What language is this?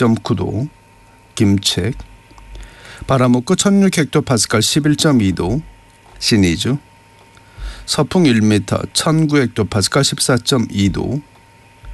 Korean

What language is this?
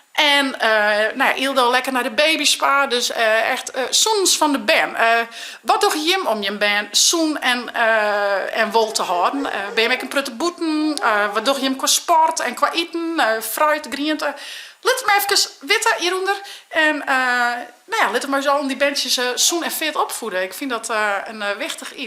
Western Frisian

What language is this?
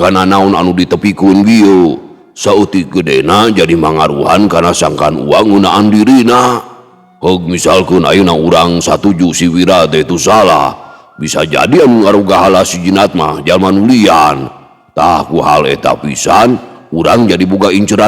Sundanese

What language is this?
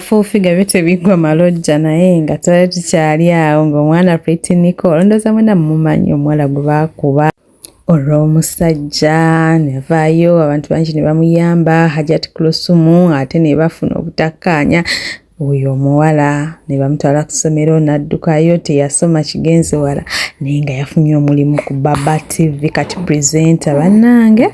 Ganda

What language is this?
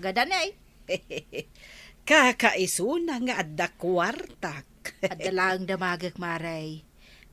Iloko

